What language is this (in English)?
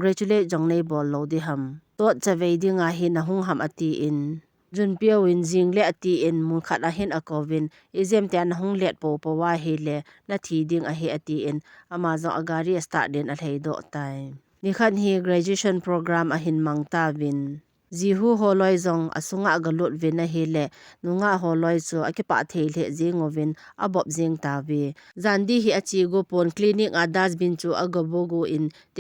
Thado Chin